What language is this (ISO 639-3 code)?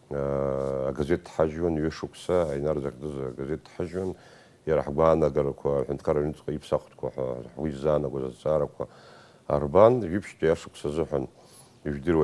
abk